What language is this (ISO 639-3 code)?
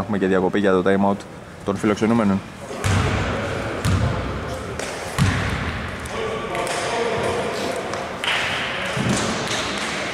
ell